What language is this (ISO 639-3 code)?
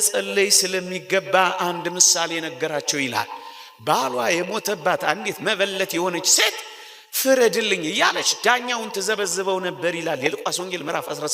amh